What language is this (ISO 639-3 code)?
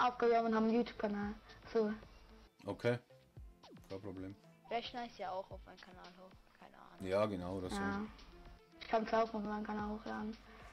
bar